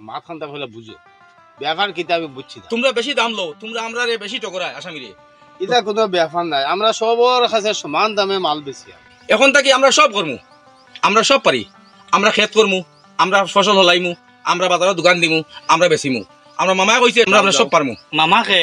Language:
Sylheti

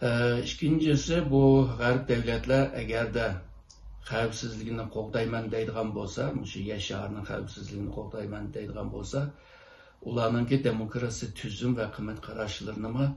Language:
Uyghur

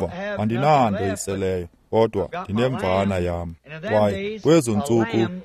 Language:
Xhosa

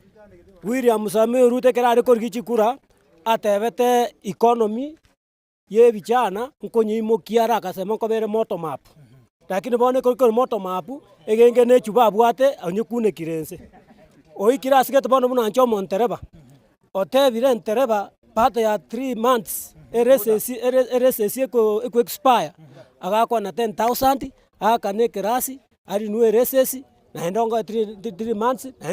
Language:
Gusii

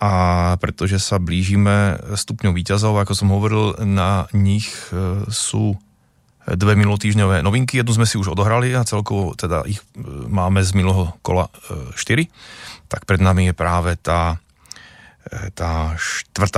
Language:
Slovak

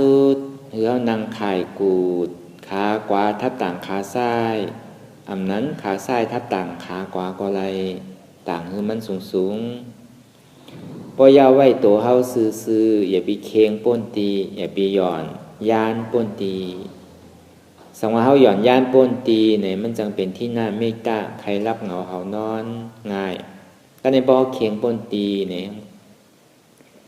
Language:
Shan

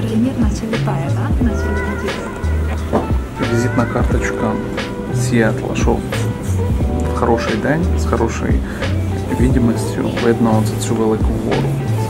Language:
Ukrainian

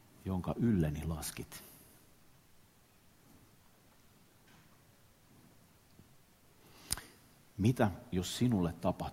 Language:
Finnish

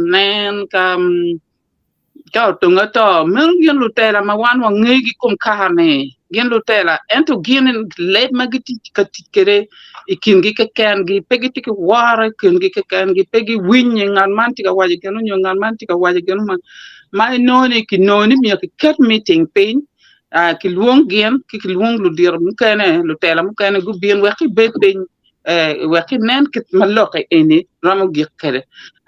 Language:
Acoli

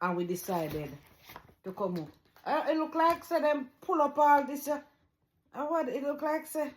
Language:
Jamaican Creole English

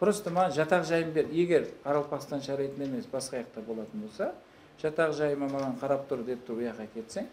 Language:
Kara-Kalpak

